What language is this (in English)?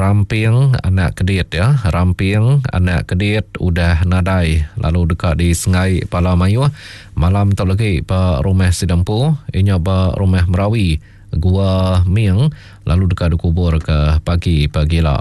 Iban